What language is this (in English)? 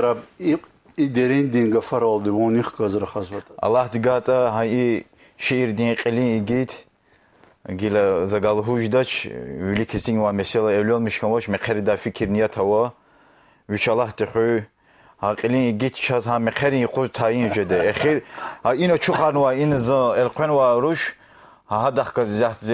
Lezghian